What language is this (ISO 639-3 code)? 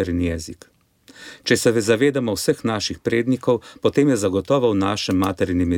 slv